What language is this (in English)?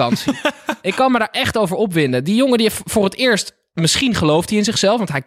Dutch